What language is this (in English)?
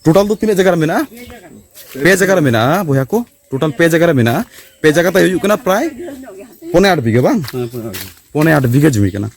Santali